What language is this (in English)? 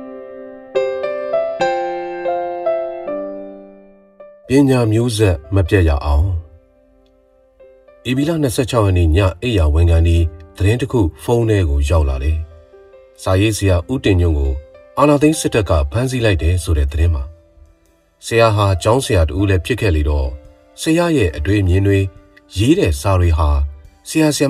Burmese